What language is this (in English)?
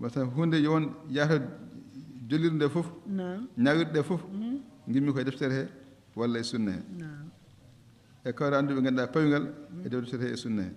Fula